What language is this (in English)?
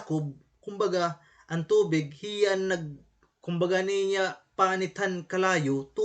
Waray